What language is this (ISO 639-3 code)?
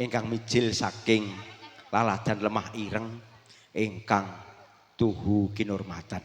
jav